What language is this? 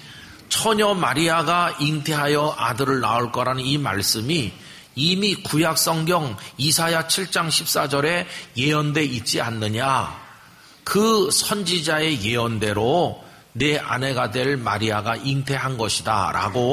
Korean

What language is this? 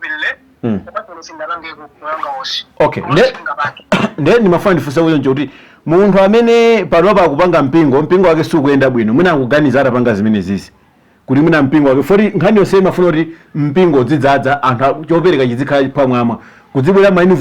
Nyanja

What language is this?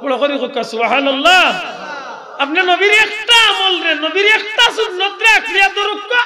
Sylheti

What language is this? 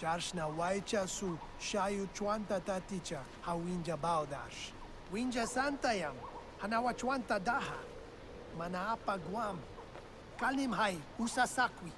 Swiss German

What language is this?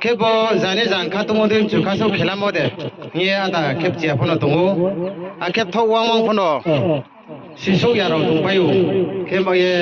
Riang (India)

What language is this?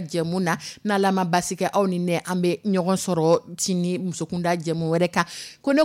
Dyula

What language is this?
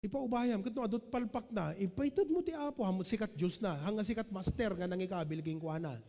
Iloko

